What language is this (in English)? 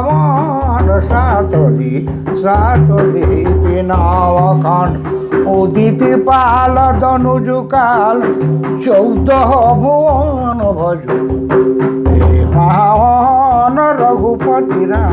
Sadri